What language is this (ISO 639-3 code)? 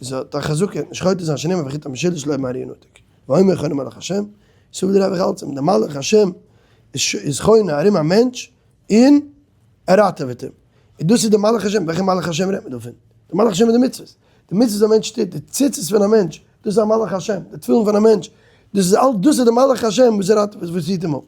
yid